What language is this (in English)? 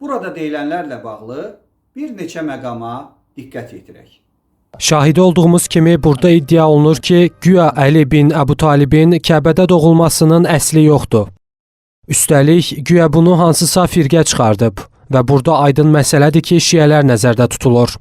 Azerbaijani